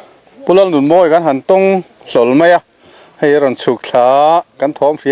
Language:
Mizo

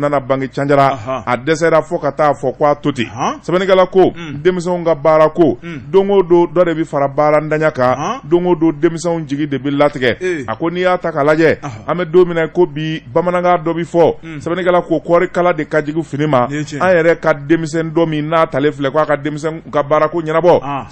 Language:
Bambara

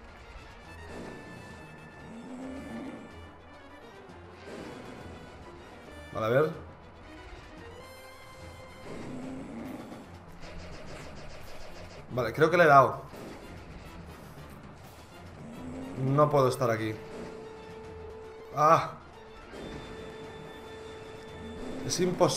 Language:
Spanish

